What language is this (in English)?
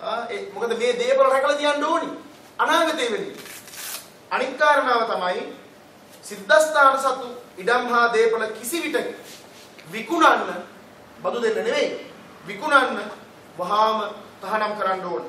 Sinhala